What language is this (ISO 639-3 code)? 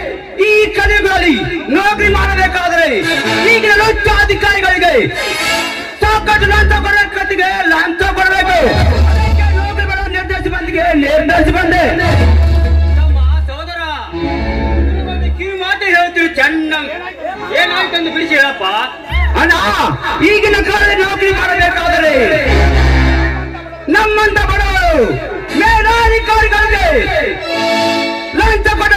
kan